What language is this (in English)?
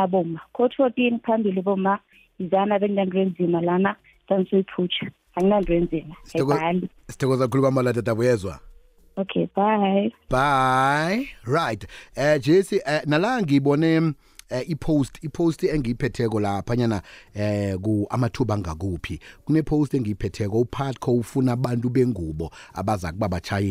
South Ndebele